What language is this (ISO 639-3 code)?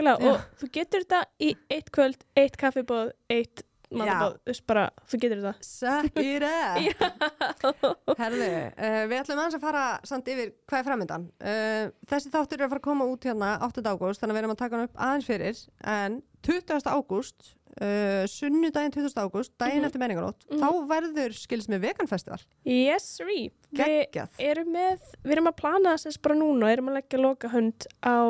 isl